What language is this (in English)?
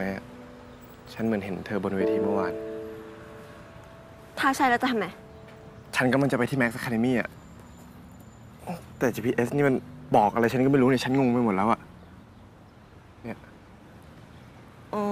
Thai